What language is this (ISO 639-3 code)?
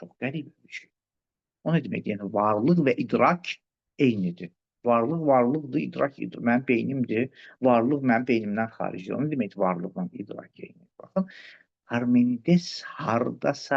aze